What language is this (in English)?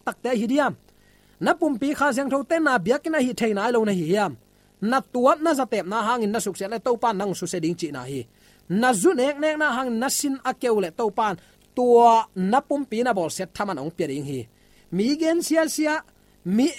Tedim Chin